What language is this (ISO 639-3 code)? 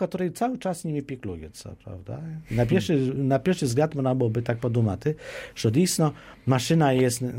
pol